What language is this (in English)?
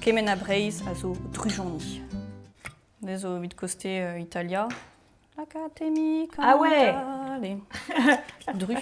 Breton